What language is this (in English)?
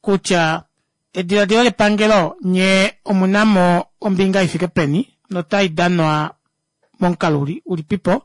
Kuanyama